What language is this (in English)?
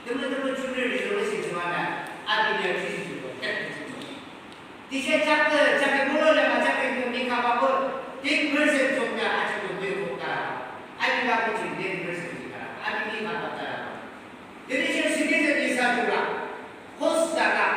Yimchungru Naga